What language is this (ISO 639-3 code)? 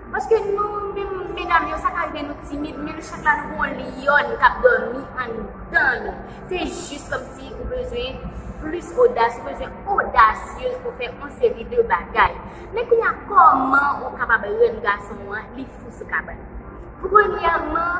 hat